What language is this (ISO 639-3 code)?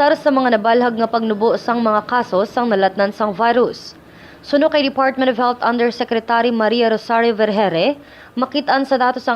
hil